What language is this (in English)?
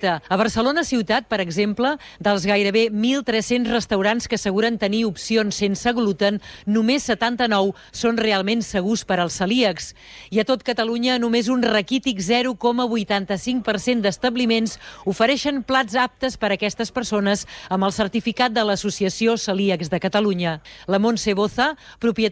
Catalan